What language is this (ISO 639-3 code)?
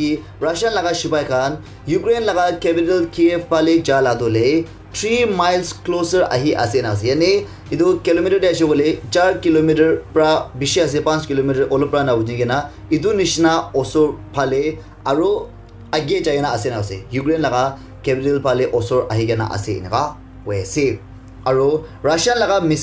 nag